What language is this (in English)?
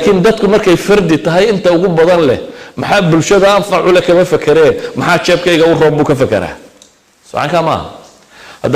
Somali